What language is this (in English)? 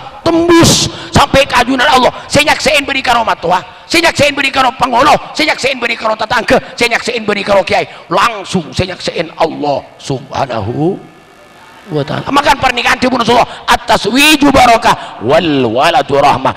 Madurese